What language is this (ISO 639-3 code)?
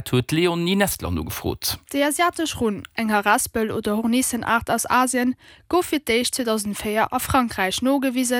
ltz